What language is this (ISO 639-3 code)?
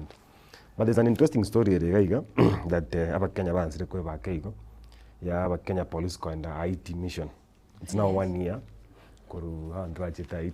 guz